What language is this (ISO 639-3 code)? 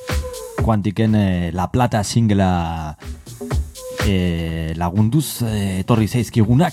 eus